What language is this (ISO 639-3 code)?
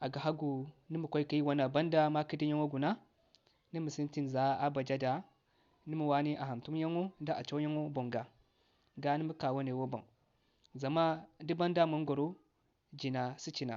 dje